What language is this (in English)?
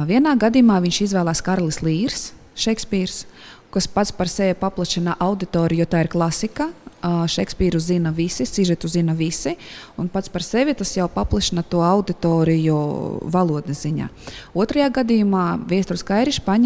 Latvian